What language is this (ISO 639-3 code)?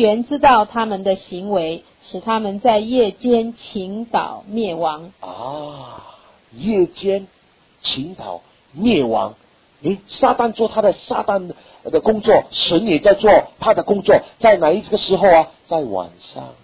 zho